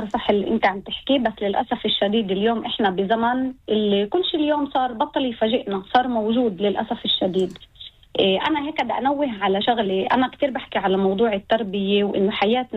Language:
North Levantine Arabic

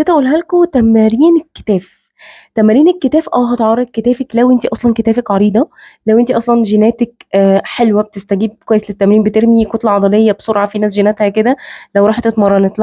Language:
Egyptian Arabic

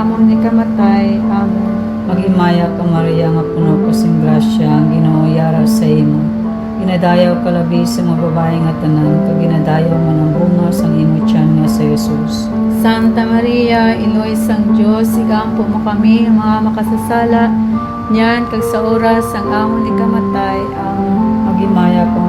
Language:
Hiligaynon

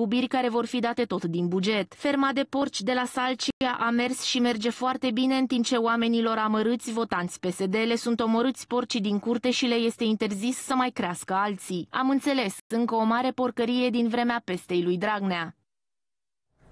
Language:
Romanian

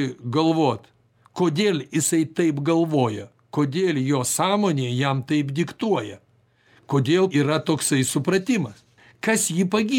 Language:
Lithuanian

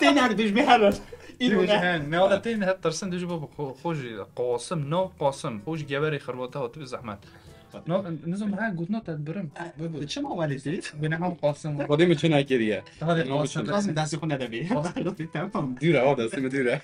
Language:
Kurdish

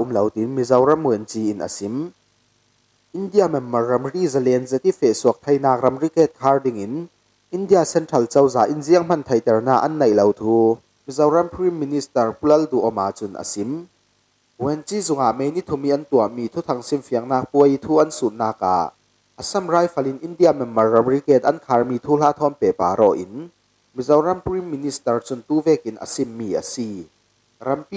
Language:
Falam Chin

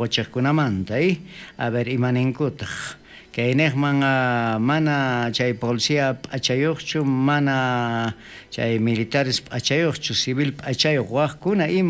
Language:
South Bolivian Quechua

